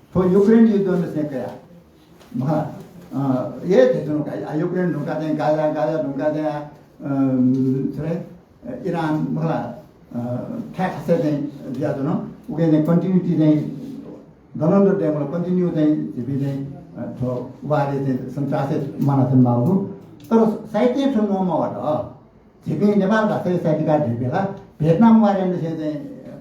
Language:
Newari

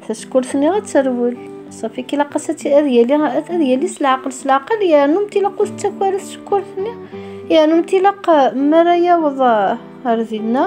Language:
Kabyle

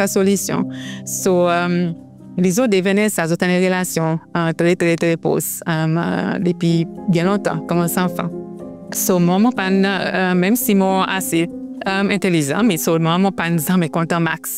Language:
Seselwa Creole French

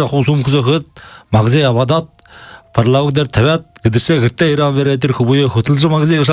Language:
Buriat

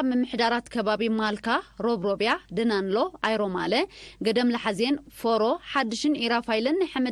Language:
Tigrinya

